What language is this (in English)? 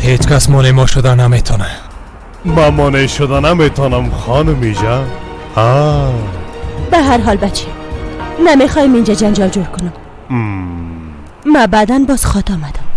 Persian